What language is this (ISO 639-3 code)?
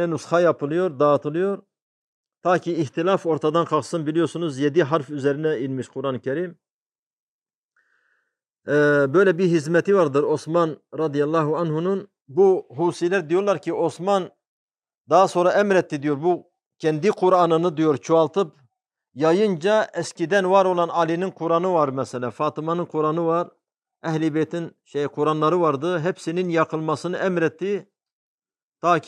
tur